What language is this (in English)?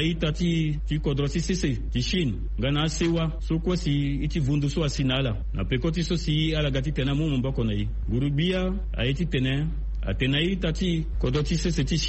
Sango